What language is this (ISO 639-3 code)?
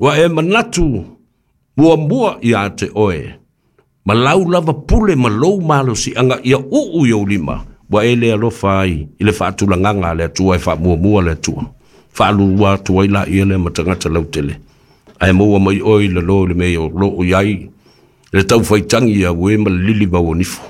smo